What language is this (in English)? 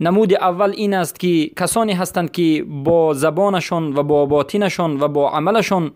Persian